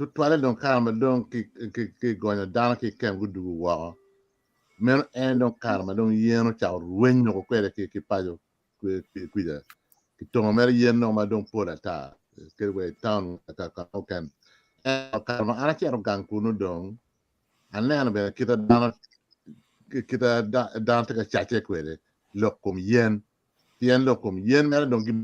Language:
Acoli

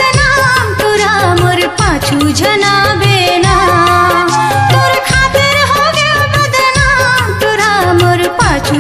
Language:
Chhattisgarhi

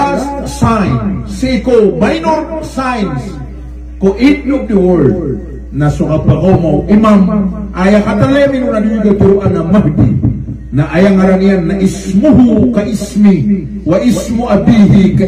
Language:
Maranao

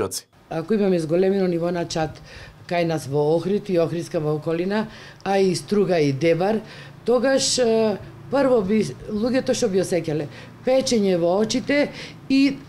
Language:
Macedonian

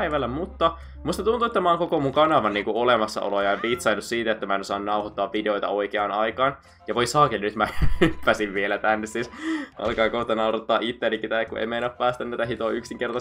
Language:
Finnish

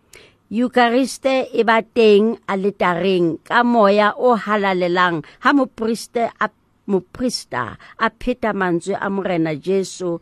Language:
Southern Sotho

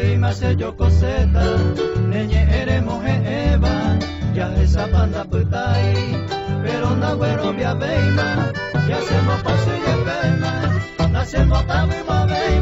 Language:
Guarani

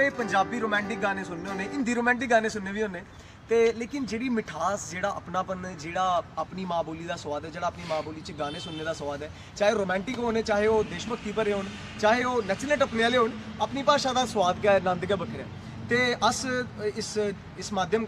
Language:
Dogri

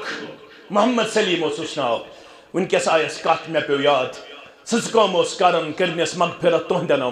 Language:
Kashmiri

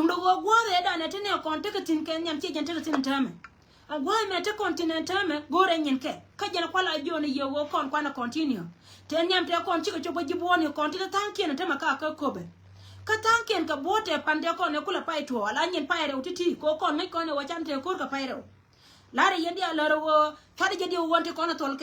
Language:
Nuer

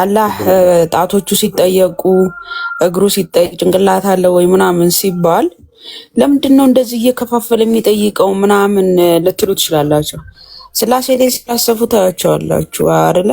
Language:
Amharic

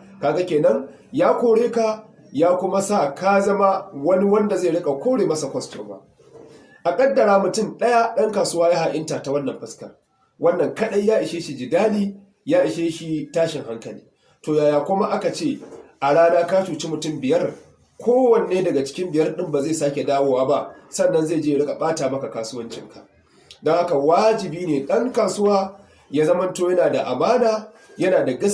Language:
Hausa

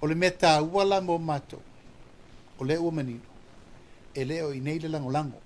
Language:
Samoan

